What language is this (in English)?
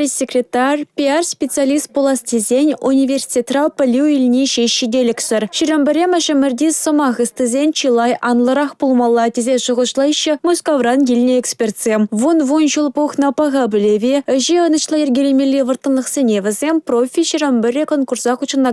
Chuvash